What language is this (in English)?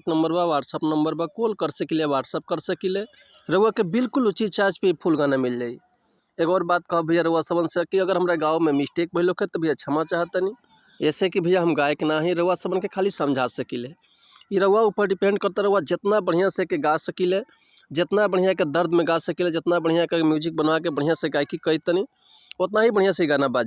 Bhojpuri